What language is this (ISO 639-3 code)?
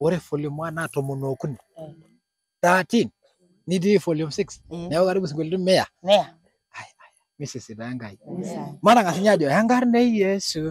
mas